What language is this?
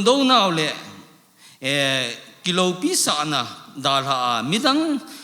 Thado Chin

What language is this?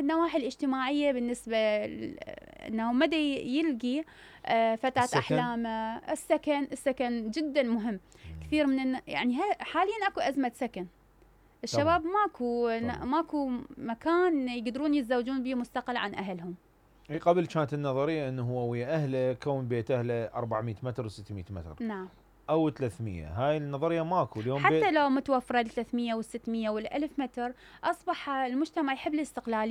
Mesopotamian Arabic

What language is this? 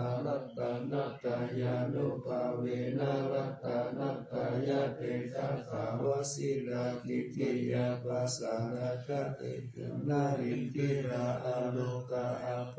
Pali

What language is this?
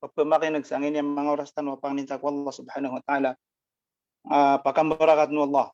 Maranao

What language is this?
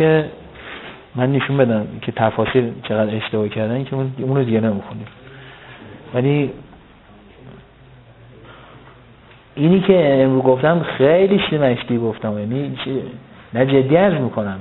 Persian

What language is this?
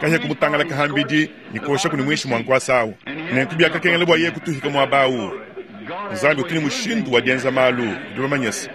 Luba-Lulua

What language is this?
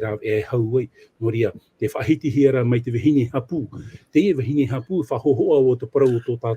Tahitian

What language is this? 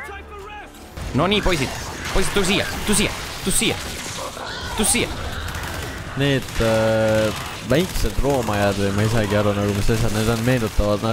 Estonian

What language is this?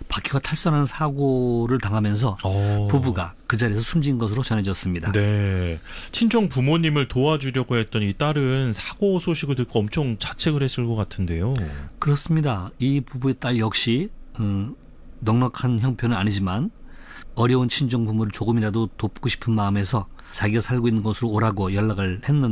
Korean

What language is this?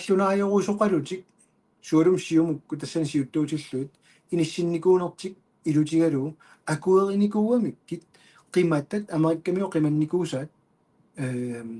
Kalaallisut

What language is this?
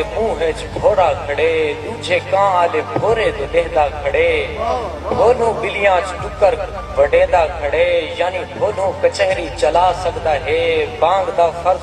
Saraiki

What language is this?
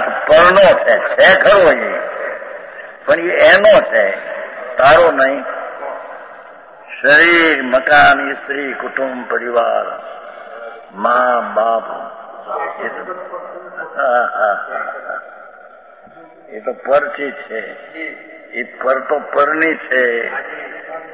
Gujarati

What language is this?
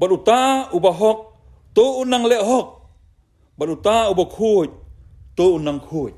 Khasi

